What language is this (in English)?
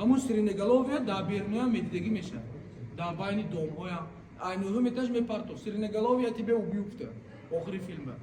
Tajik